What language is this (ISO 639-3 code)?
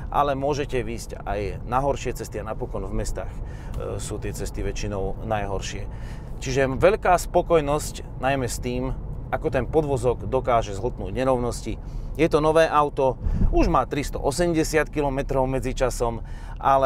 slk